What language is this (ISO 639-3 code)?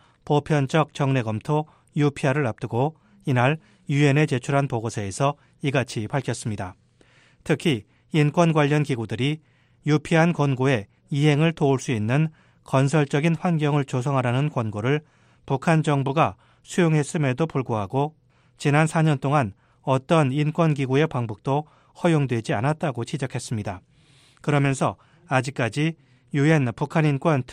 kor